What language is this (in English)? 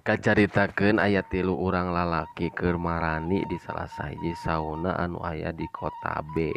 Sundanese